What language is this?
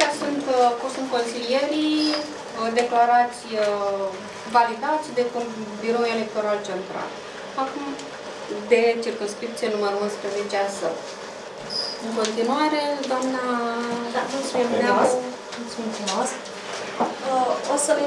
Romanian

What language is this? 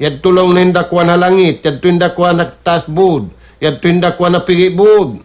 Tausug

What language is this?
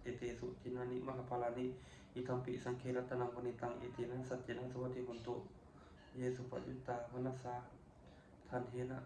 Pali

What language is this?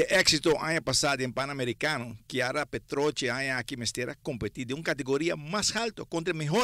Papiamento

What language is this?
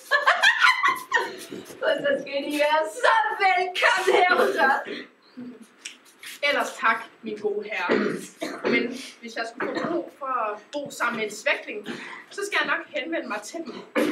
Danish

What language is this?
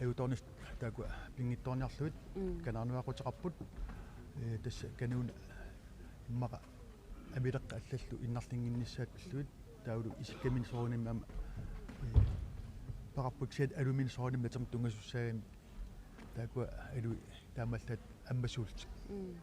Kalaallisut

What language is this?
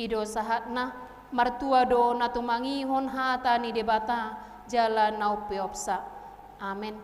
Batak Toba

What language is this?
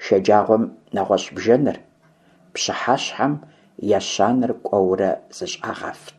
Kabardian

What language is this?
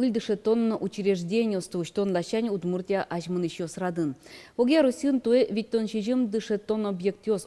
Udmurt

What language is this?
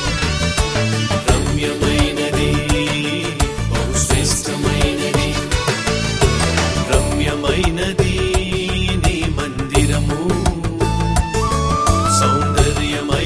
Telugu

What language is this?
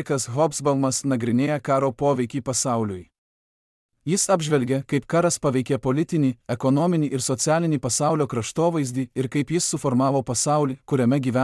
Lithuanian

